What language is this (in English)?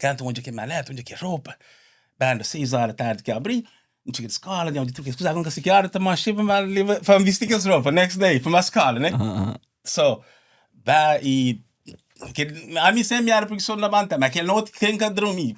Kabuverdianu